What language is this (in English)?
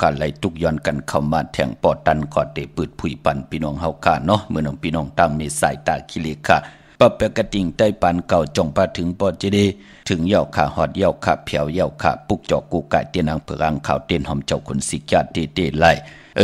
Shan